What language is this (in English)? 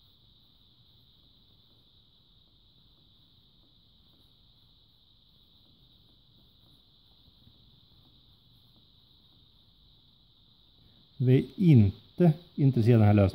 Swedish